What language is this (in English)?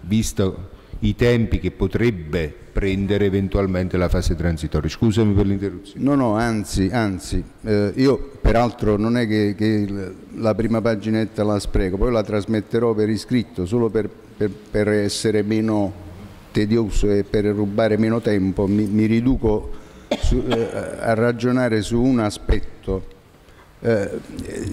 Italian